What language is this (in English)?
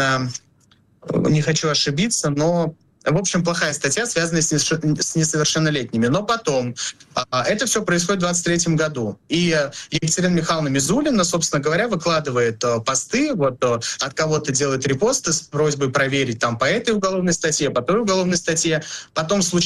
Russian